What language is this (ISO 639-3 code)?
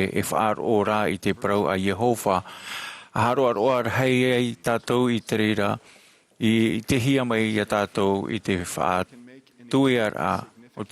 tah